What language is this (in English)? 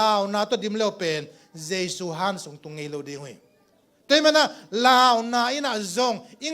Tedim Chin